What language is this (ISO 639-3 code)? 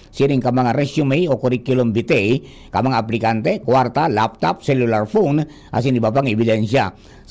bik